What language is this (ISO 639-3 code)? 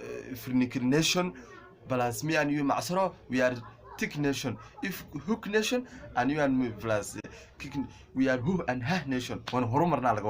som